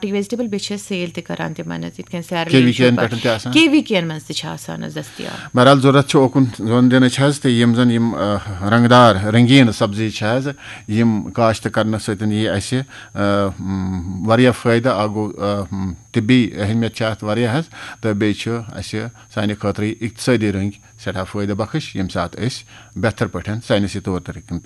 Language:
Kashmiri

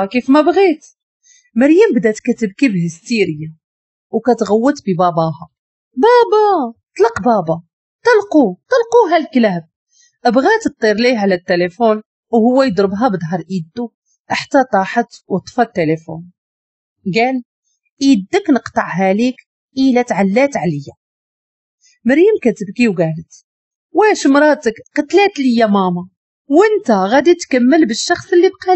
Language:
Moroccan Arabic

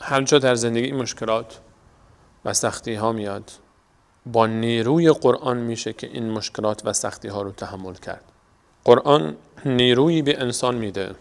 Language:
Persian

